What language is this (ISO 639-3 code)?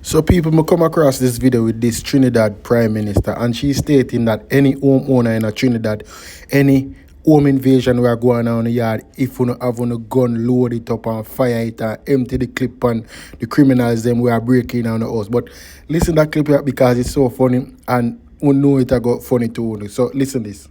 jam